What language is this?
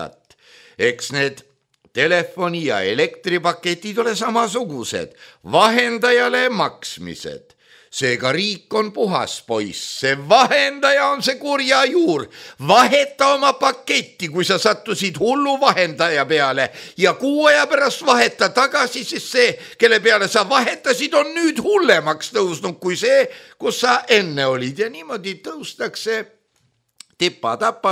Estonian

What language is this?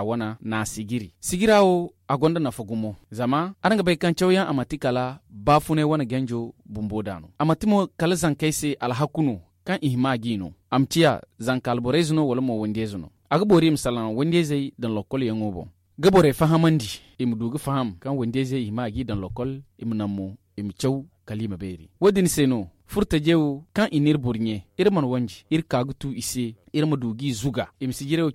Zarma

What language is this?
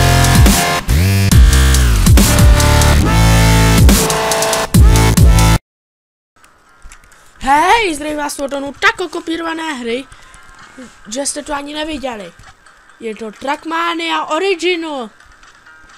Czech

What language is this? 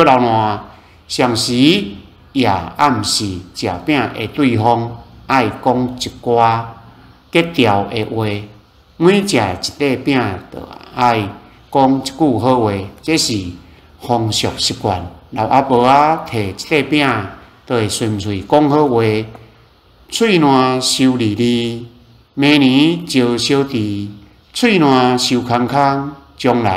Min Nan Chinese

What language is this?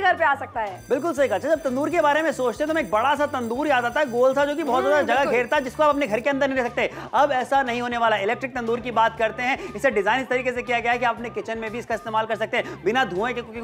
Hindi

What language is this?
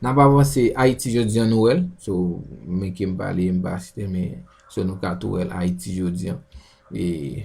Haitian Creole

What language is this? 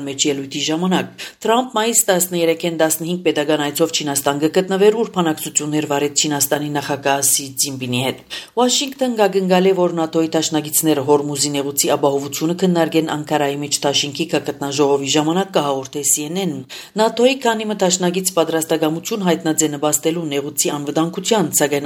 Armenian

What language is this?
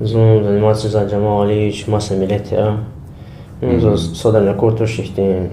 Lezghian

